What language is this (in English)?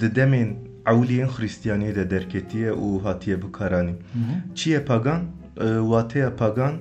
Kurdish